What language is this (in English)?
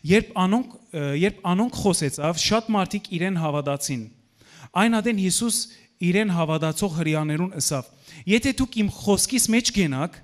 Western Armenian